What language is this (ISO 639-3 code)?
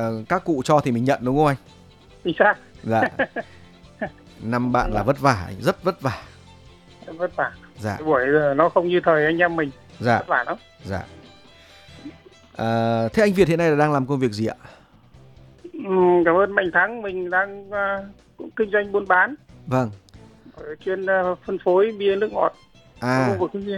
vie